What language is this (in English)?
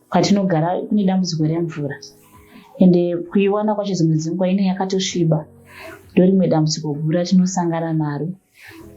Shona